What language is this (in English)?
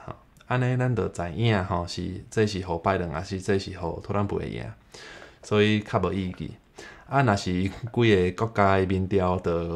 Min Nan Chinese